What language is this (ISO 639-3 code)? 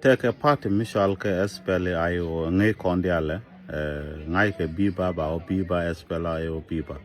nus